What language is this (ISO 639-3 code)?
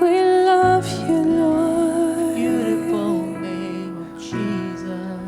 mfe